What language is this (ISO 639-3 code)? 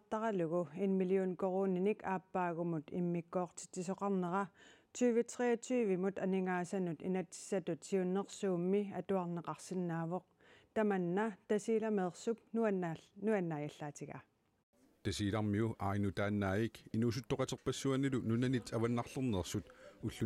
kal